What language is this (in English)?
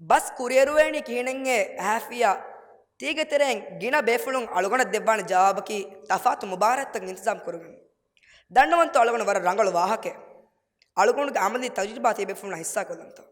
Divehi